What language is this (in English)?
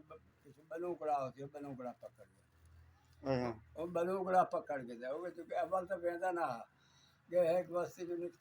Saraiki